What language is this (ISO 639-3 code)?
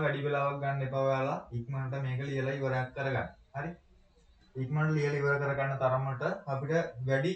sin